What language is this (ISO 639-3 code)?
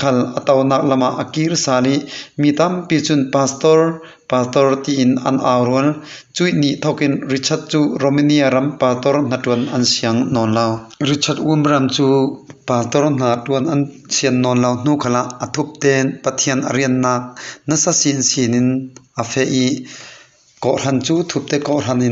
cfm